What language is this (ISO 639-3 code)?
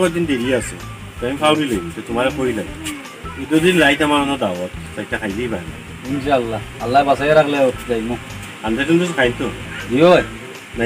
syl